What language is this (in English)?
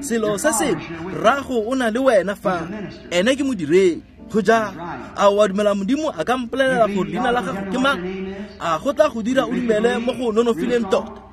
Tswana